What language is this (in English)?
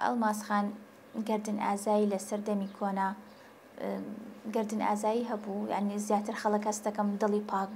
Central Kurdish